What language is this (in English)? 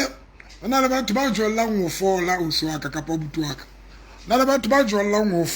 Southern Sotho